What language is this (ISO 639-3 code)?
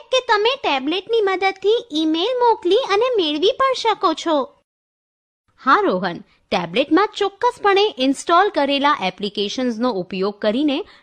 guj